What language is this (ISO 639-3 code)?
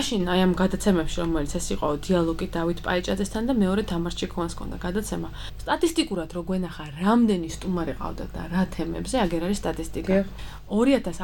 kat